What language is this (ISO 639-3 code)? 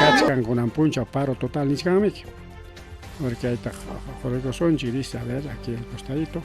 quy